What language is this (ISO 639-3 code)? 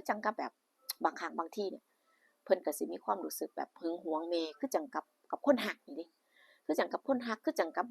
tts